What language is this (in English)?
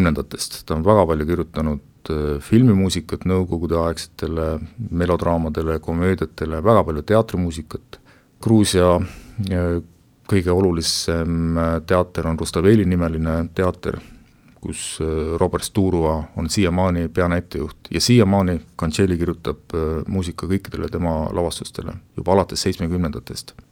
Estonian